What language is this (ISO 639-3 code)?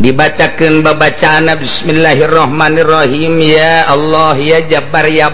sun